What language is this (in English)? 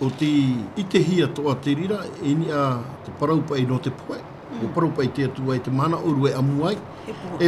Tahitian